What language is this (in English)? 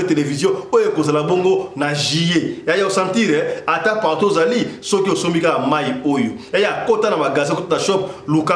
Lingala